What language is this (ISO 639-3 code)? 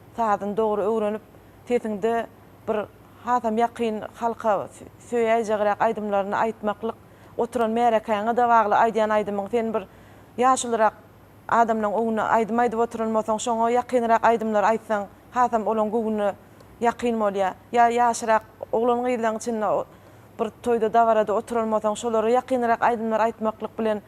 tuk